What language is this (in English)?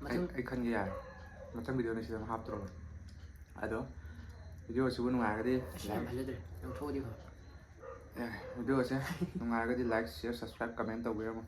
Manipuri